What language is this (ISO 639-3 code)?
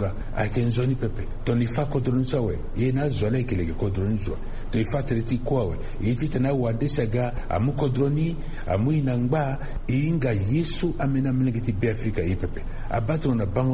sag